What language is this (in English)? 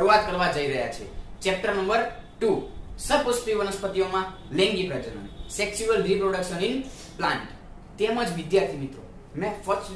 Gujarati